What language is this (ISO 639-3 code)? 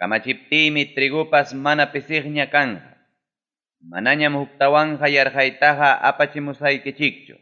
quy